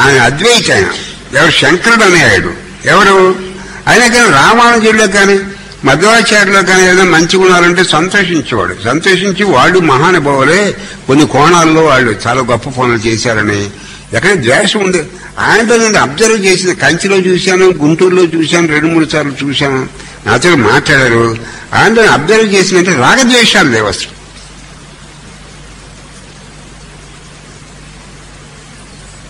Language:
Telugu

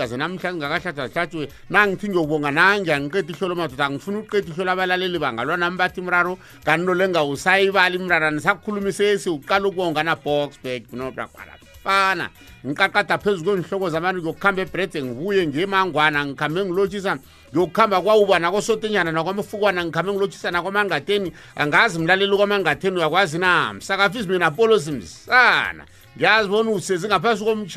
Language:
South Ndebele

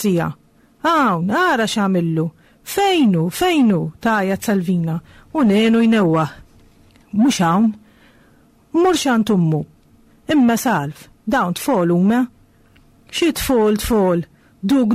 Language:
Maltese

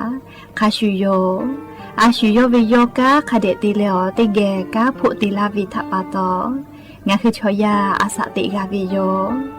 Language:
Lahu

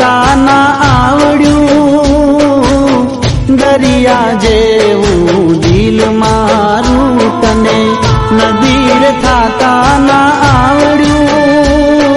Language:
Gujarati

